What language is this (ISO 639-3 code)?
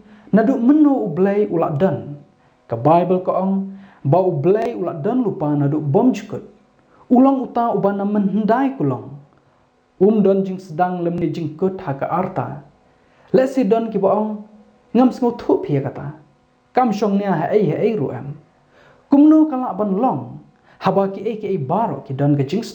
kha